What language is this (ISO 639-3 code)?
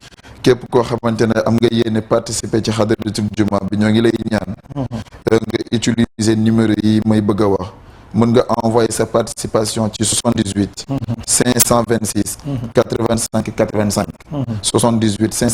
wol